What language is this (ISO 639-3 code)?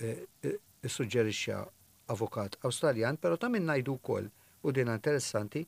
mlt